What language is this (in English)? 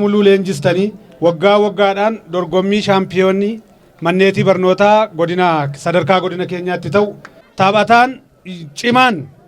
Oromo